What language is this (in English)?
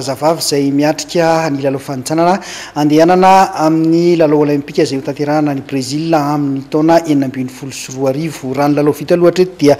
Malagasy